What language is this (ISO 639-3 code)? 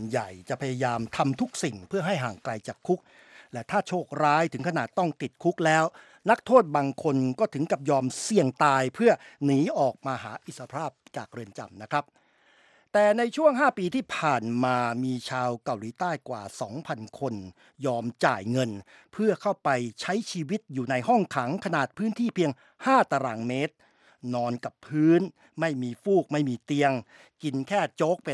tha